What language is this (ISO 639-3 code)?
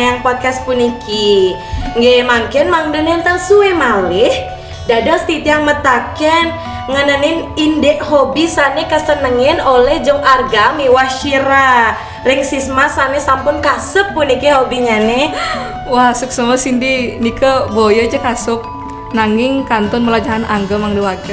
ban